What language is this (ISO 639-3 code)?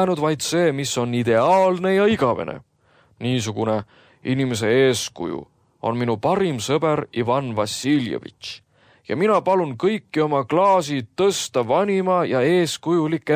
est